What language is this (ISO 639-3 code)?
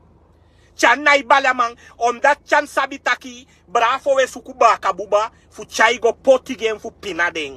srn